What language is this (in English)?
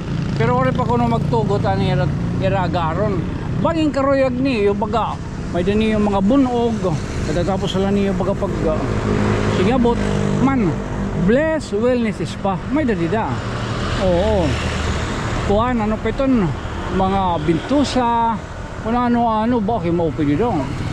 Waray